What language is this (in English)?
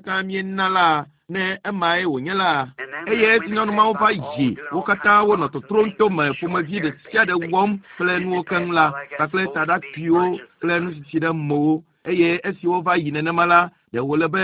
Ewe